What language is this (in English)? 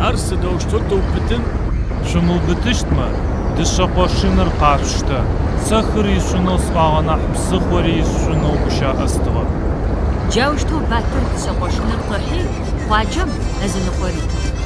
Adyghe